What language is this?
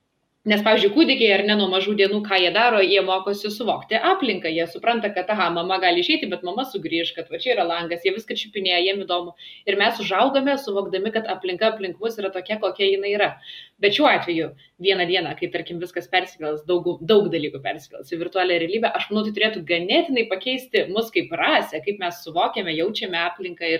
Lithuanian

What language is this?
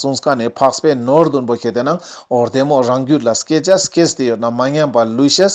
Ladakhi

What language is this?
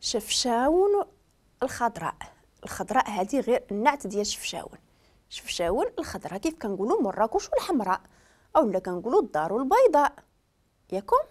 Moroccan Arabic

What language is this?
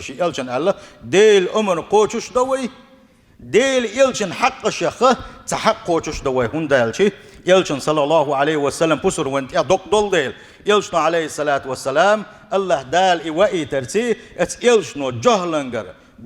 Chechen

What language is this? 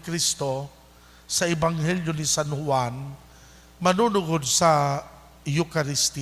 Bikol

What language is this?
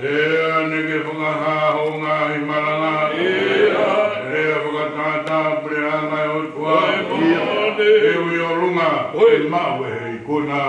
Tongan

